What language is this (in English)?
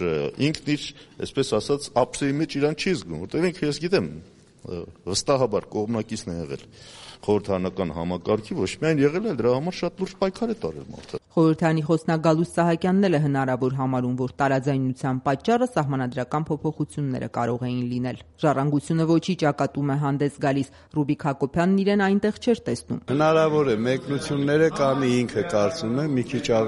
Armenian